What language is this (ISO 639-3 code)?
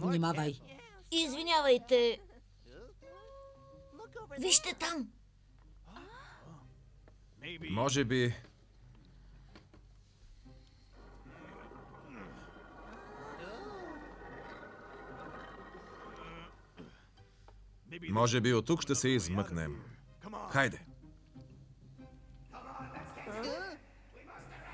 bul